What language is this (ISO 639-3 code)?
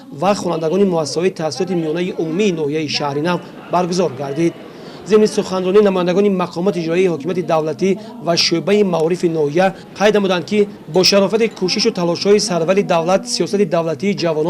tgk